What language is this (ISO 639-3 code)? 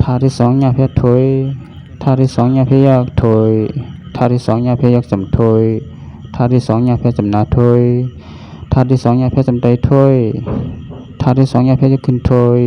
shn